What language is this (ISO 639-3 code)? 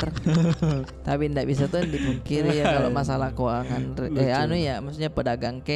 mfp